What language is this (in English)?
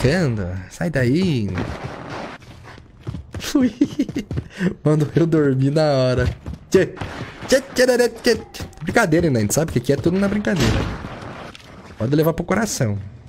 Portuguese